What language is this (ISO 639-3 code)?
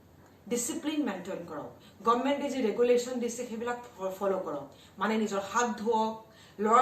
asm